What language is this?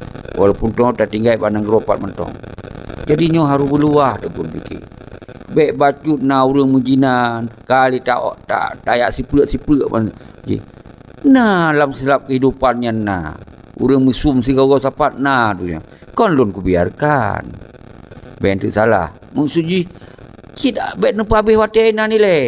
Achinese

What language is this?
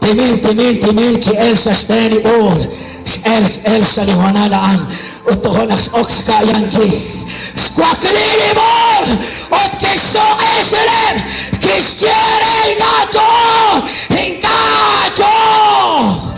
Kekchí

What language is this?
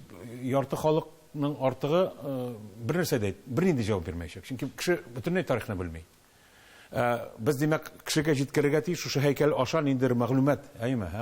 Tatar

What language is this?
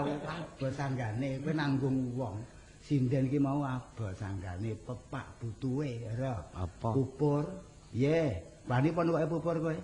Javanese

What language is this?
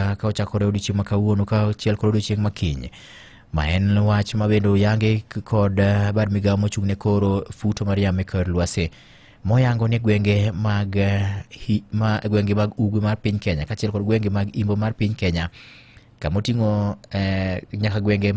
Luo (Kenya and Tanzania)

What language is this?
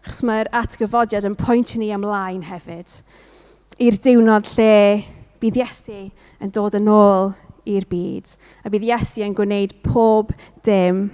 Welsh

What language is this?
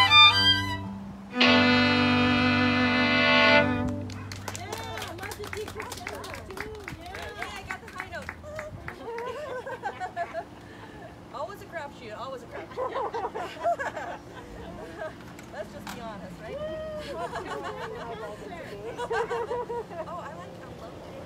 English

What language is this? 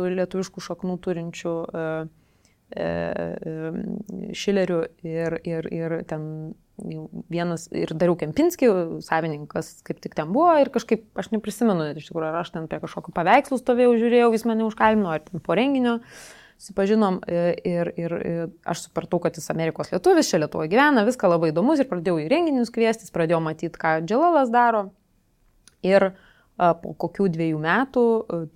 Lithuanian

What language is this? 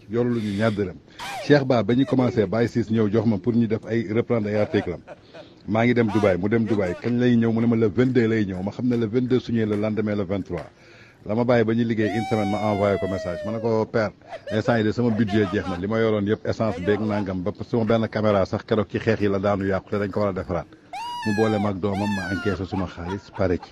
Wolof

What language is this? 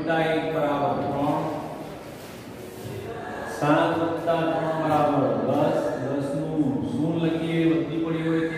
Gujarati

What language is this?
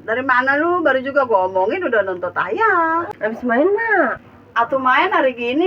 Betawi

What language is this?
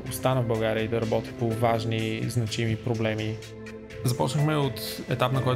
Bulgarian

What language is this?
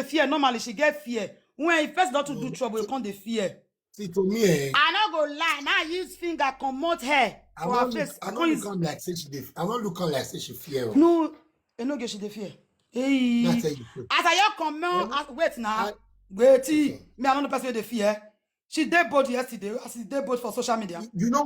Nigerian Pidgin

